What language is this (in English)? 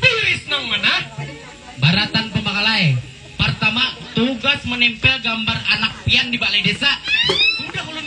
Banjar